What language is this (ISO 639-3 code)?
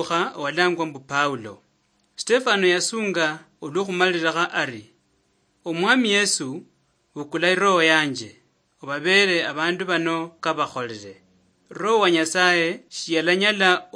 luy